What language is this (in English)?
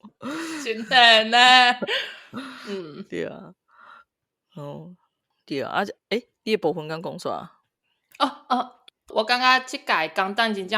Min Nan Chinese